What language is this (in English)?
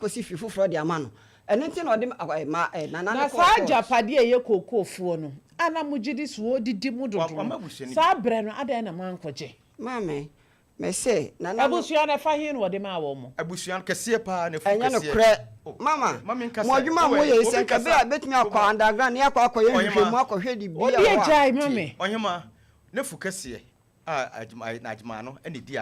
Akan